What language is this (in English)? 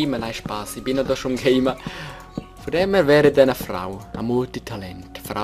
Swiss German